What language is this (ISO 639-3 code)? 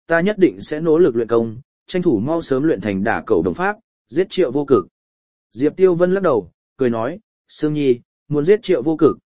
vie